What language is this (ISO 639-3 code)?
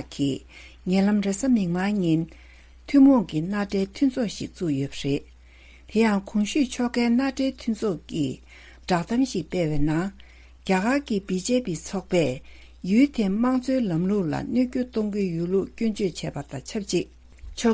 bod